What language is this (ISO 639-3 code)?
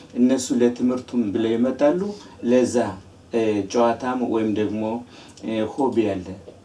amh